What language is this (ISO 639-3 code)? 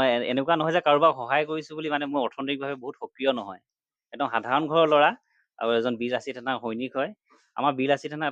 asm